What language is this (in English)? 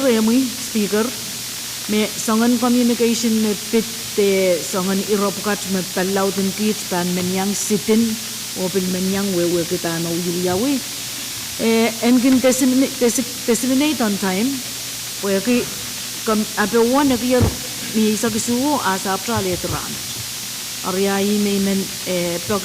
Pohnpeian